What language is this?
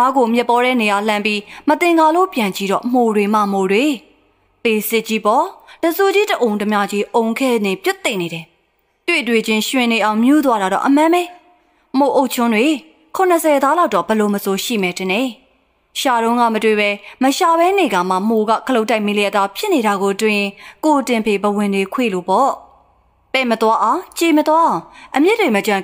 Burmese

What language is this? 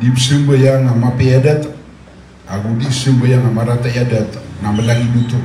Maranao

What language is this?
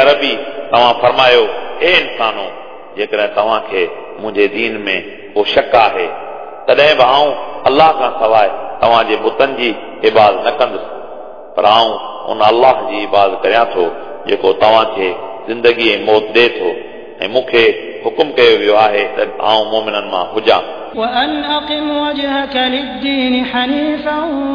Sindhi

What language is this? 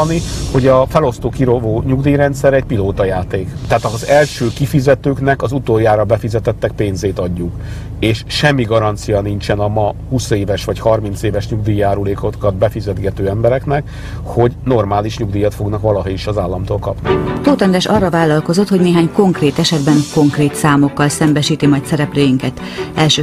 Hungarian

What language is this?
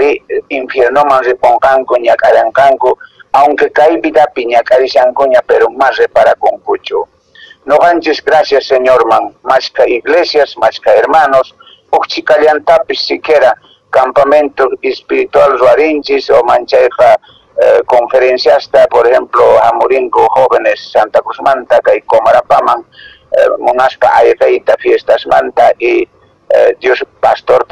Quechua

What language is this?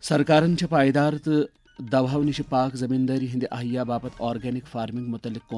Kashmiri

